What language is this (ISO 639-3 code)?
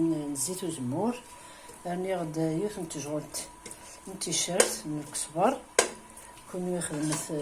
kab